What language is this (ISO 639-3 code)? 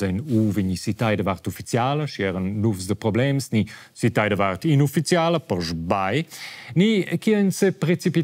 roh